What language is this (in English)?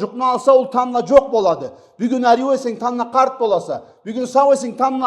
Karachay-Balkar